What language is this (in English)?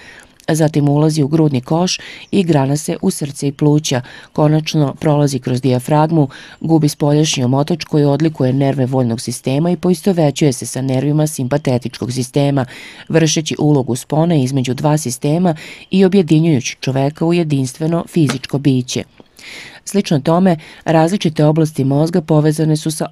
Serbian